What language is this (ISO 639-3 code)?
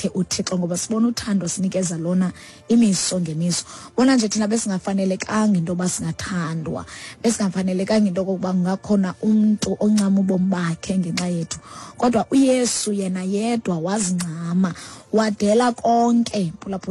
xho